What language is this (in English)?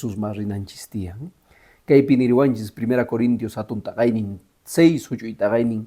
Quechua